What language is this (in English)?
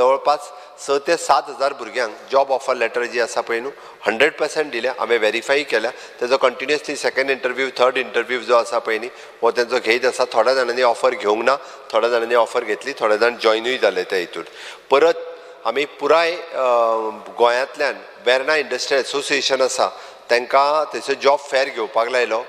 Konkani